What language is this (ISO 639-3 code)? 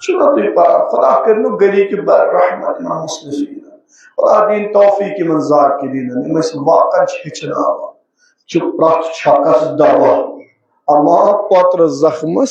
kas